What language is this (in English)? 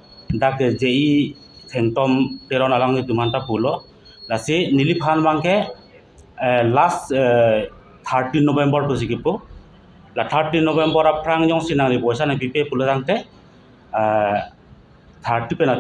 Karbi